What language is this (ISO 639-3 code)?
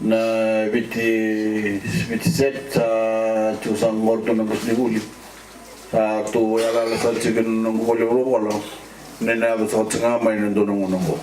fij